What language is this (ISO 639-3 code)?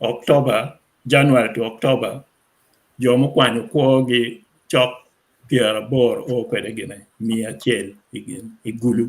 ach